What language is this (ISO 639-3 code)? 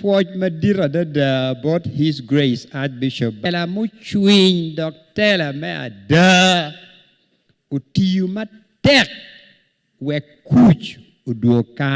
ach